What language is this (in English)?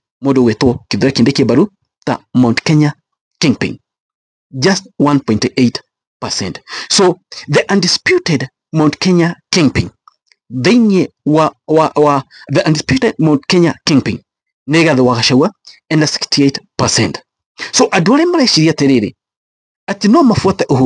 Kikuyu